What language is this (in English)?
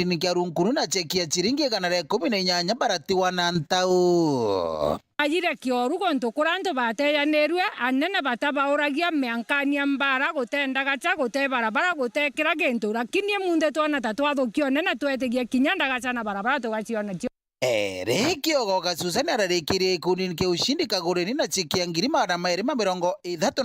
Meru